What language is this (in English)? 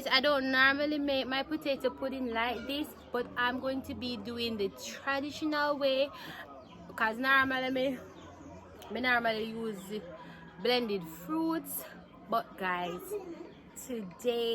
Jamaican Creole English